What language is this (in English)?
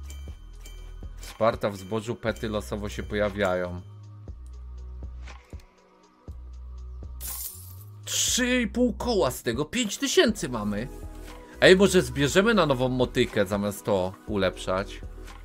Polish